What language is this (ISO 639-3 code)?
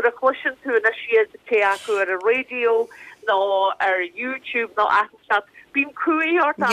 gle